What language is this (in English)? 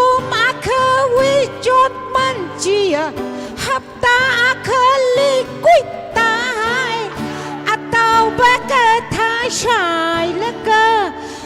Tangkhul Naga (India)